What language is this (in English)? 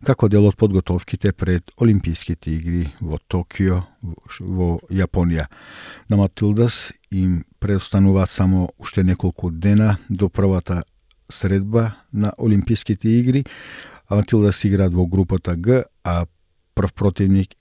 Macedonian